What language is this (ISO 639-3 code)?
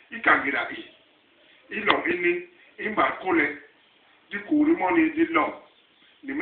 bas